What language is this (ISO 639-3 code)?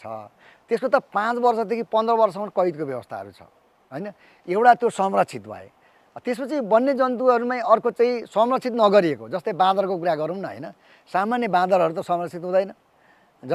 nep